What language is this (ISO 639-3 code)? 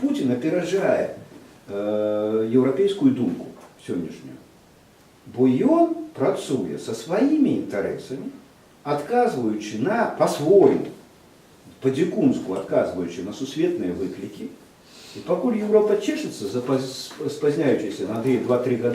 bel